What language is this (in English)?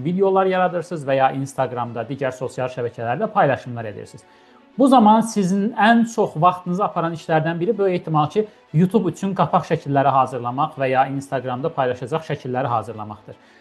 Azerbaijani